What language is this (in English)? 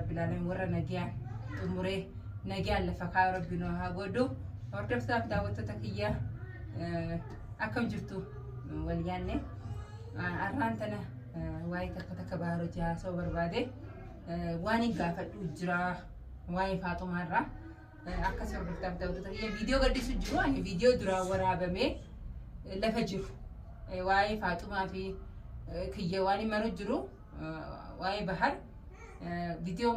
Oromo